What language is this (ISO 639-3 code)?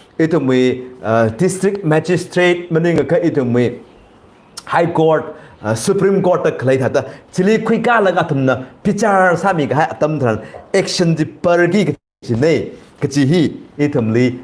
nmf